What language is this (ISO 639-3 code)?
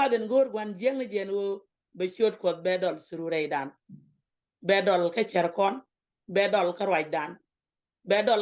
nus